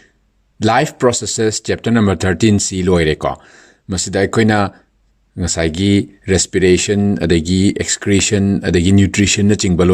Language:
Manipuri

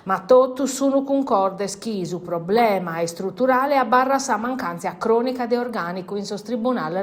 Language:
Sardinian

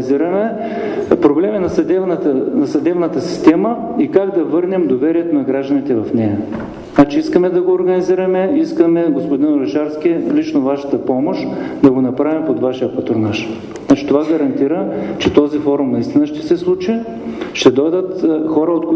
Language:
Bulgarian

